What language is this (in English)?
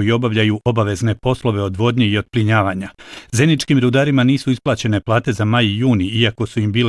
Bosnian